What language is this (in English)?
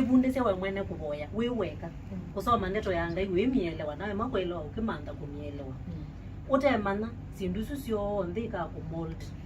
Kamba